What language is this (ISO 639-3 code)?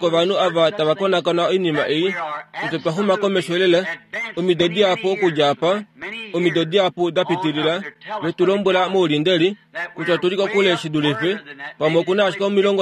kua